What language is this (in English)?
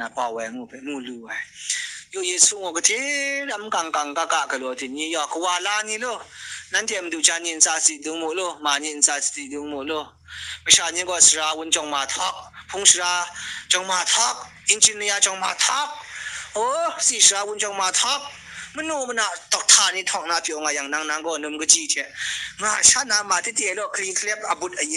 Kachin